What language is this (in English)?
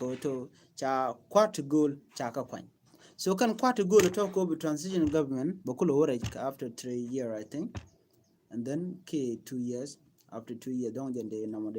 Nuer